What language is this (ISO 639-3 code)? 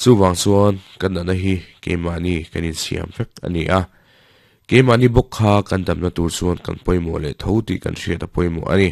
lus